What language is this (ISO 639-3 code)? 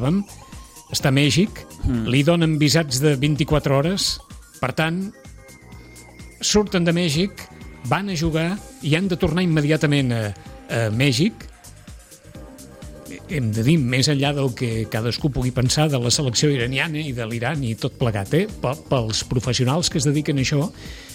cat